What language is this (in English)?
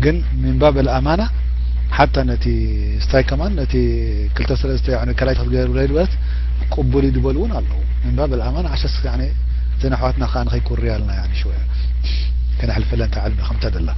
Tigrinya